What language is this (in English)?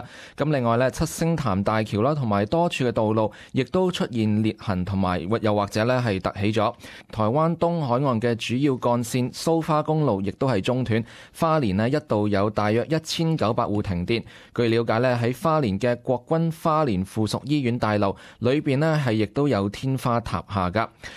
Cantonese